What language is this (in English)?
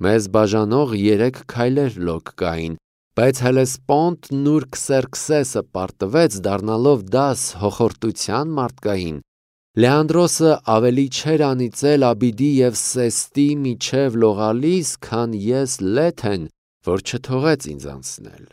Armenian